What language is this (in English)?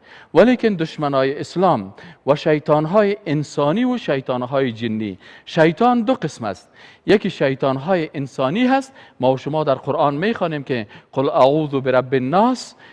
Persian